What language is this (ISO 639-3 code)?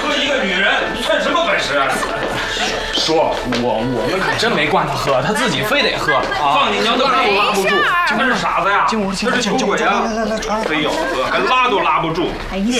zho